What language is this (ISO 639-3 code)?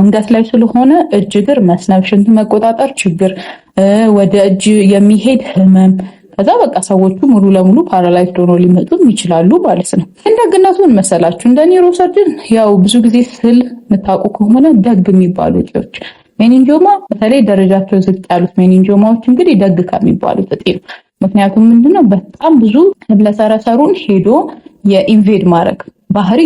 amh